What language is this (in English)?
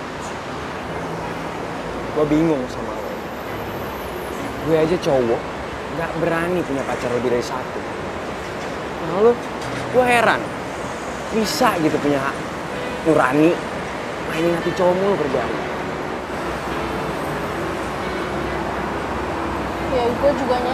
Indonesian